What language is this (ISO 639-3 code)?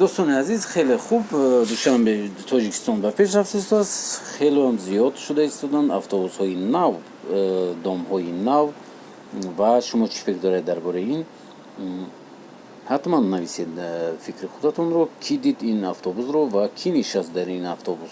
tgk